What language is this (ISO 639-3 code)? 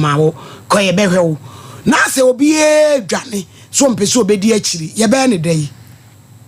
aka